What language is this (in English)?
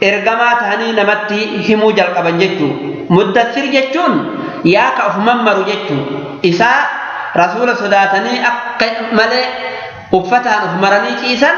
Oromo